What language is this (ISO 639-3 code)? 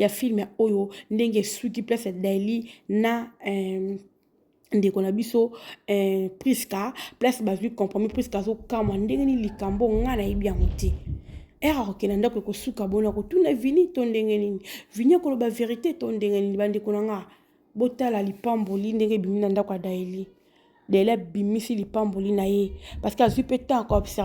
lin